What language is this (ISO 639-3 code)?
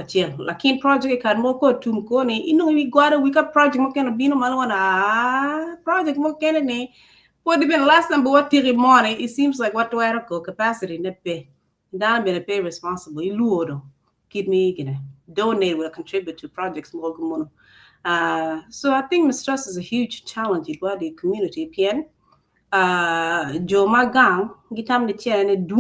ach